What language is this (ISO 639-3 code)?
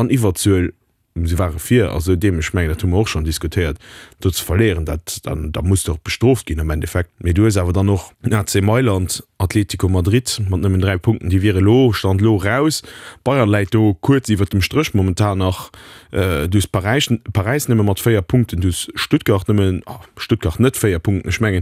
ltz